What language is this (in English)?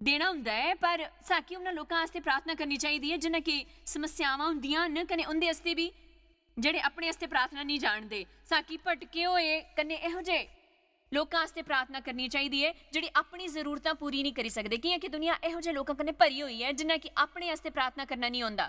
Dogri